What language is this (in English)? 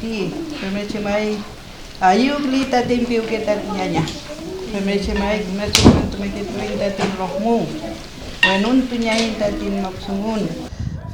Mapuche